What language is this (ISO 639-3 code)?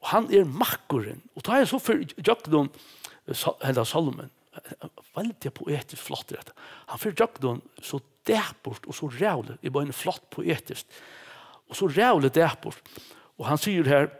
fao